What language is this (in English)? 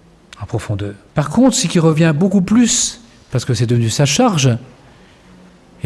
French